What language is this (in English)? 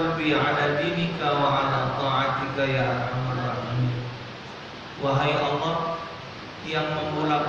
Musi